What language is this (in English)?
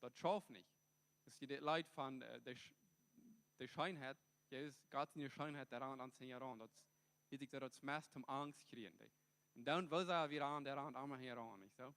Plautdietsch